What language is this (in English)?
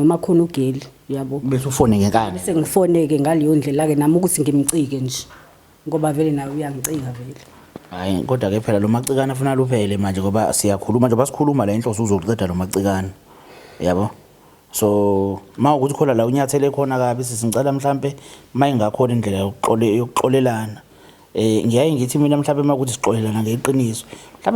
Zulu